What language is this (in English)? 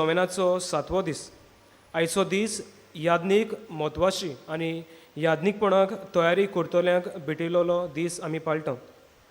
Konkani